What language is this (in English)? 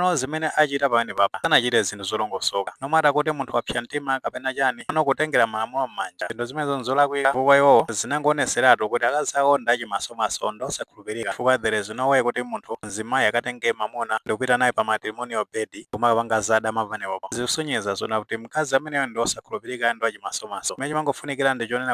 Nyanja